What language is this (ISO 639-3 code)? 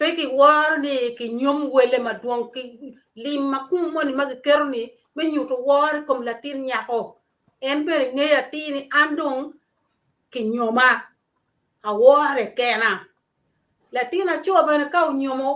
ach